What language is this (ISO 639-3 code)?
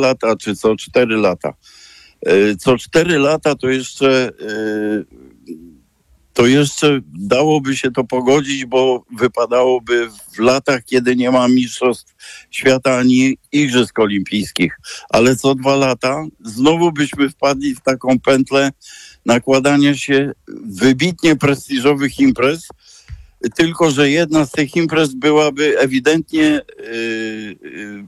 pol